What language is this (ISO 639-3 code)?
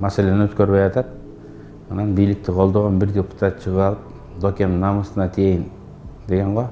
kir